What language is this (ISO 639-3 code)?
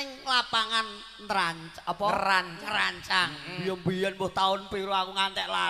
jav